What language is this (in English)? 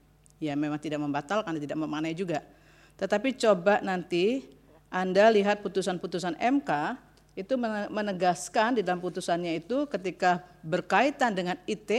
Indonesian